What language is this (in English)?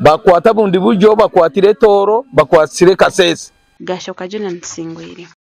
Nyankole